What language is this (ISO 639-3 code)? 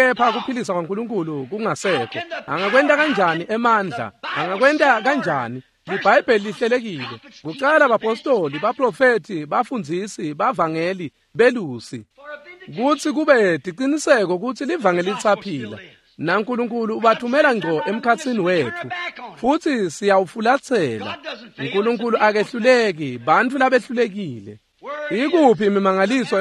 ssw